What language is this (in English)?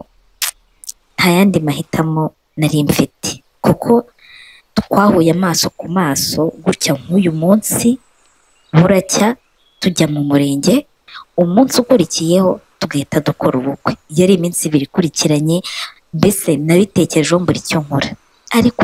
Kinyarwanda